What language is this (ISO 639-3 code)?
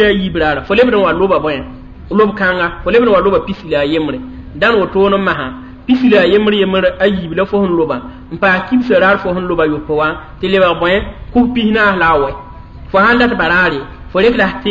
mos